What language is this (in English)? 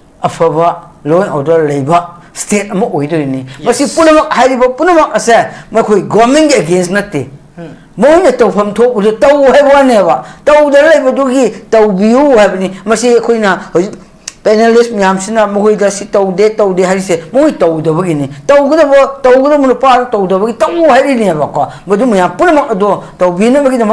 Manipuri